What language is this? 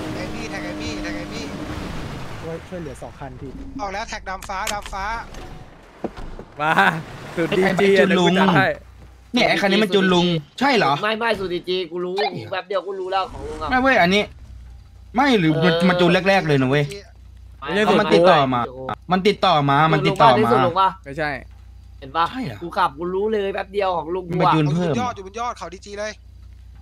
Thai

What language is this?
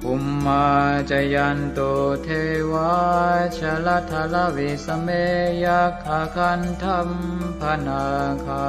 Pali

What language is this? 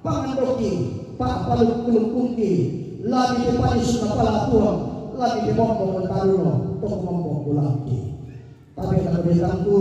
Toraja-Sa'dan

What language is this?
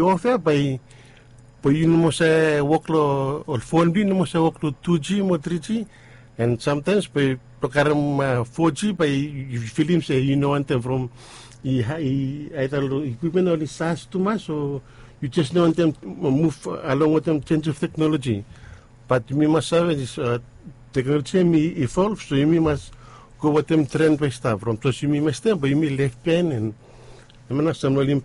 Bislama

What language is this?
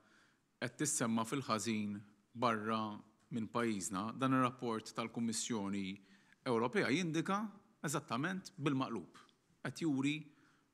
Maltese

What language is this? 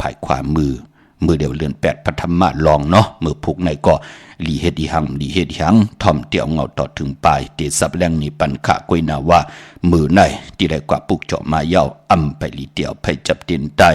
Shan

